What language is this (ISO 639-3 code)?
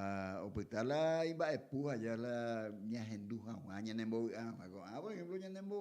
grn